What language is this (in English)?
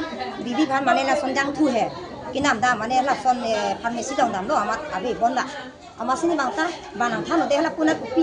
Karbi